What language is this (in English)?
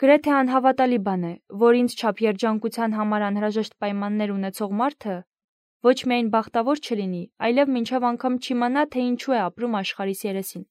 Armenian